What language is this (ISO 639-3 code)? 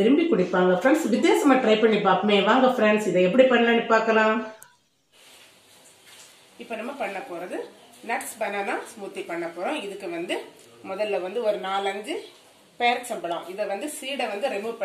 tam